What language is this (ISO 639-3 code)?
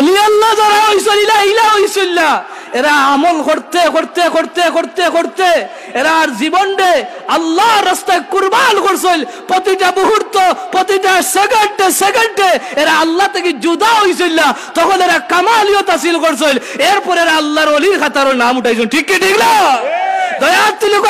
syl